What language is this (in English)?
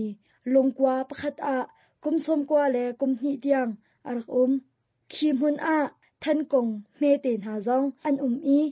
Hakha Chin